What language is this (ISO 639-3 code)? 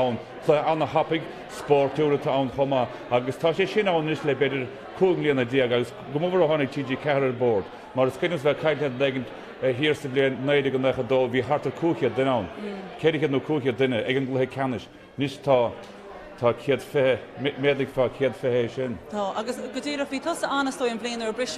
gle